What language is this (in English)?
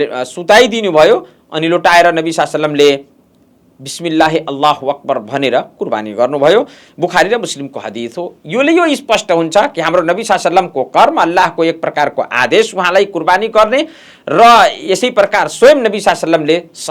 Nepali